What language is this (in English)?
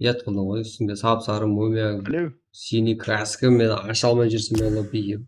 Kara-Kalpak